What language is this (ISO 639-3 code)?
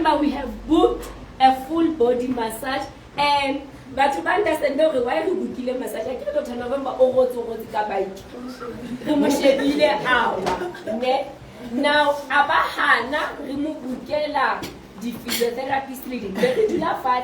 sot